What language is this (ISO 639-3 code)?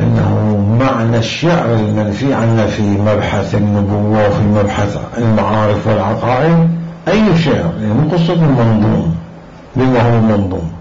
acm